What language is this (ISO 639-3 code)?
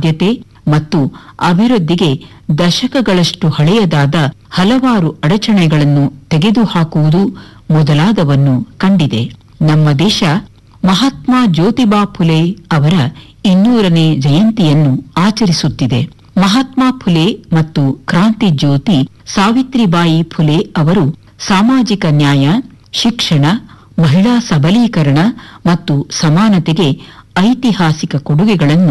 kan